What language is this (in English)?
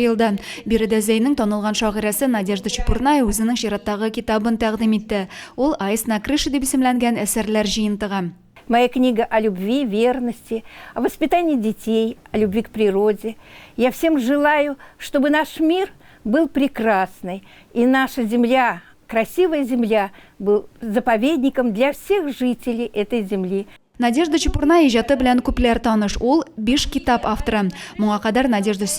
Tatar